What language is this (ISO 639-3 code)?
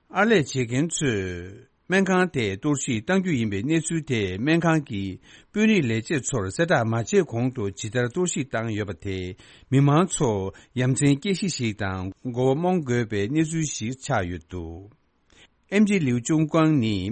bod